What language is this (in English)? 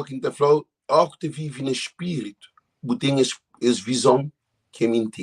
Kabuverdianu